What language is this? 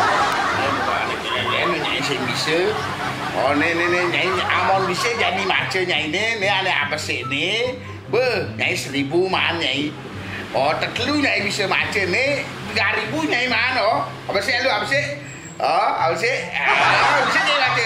Balinese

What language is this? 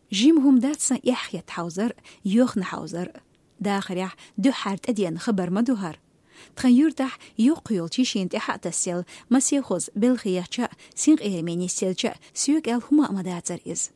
Chechen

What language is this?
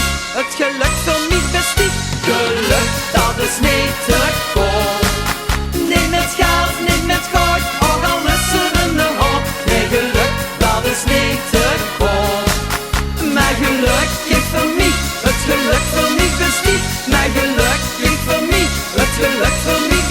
Limburgish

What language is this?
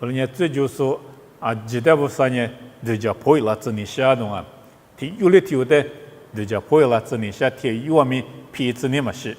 Lisu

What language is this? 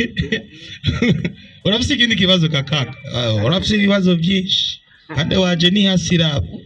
Rundi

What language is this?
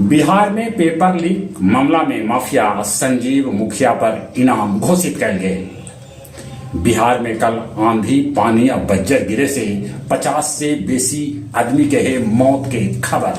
Magahi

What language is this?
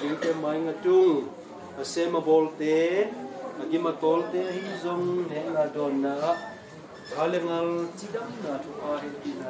Tedim Chin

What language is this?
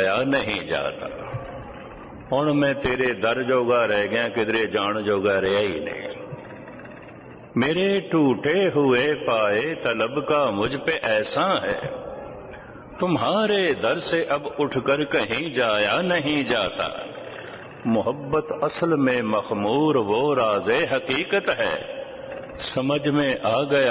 Punjabi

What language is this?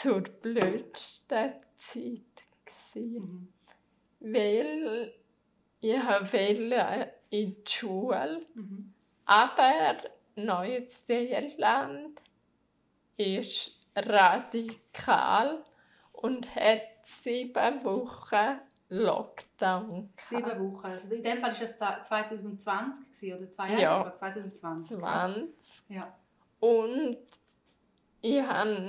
Swiss German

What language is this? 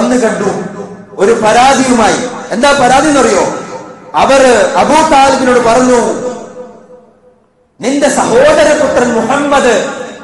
Malayalam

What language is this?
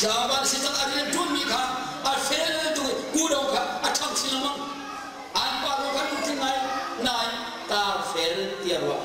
Hakha Chin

